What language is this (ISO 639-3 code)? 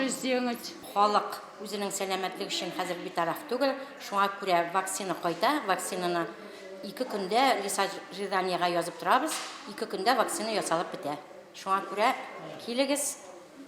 tat